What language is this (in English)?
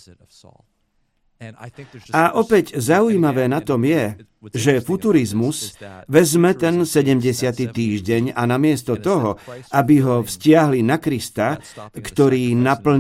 Slovak